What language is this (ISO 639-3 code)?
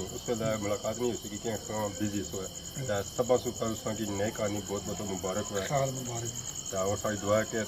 phr